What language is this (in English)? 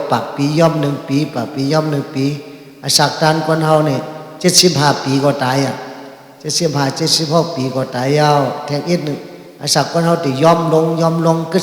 Shan